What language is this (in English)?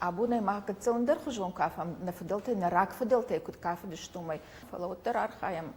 Ossetic